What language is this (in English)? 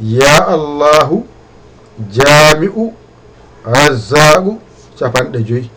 Fula